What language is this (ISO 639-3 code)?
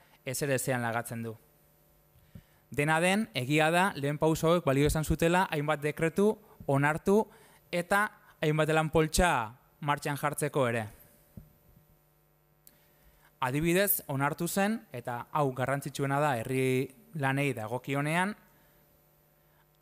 eus